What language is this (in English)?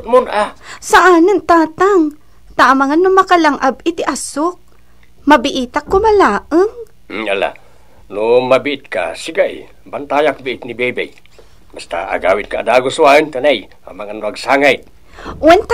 Iloko